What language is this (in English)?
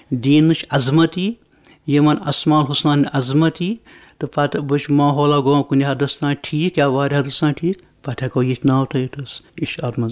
Kashmiri